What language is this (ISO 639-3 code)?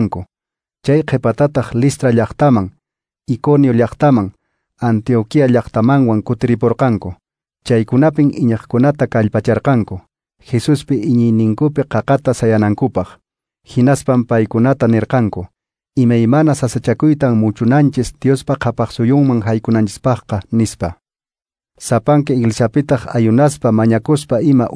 que